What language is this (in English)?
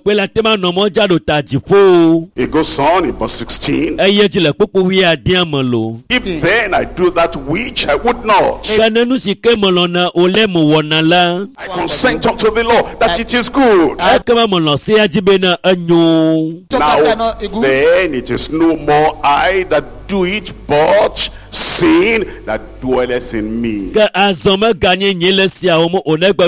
Ewe